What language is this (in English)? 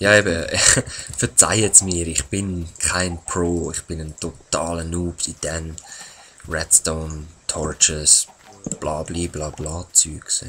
Swiss German